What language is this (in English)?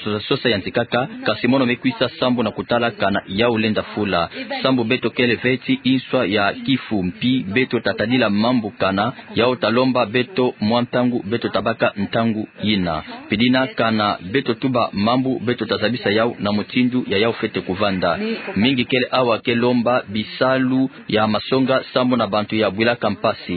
Kituba (Democratic Republic of Congo)